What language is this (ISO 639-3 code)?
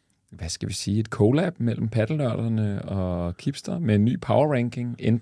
dan